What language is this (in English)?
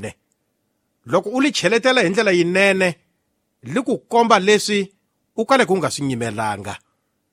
Tsonga